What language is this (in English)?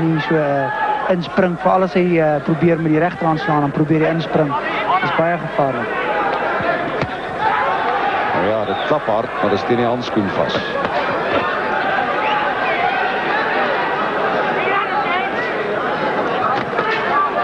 Afrikaans